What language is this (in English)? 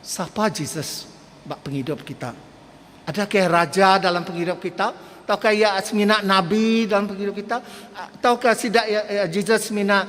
Iban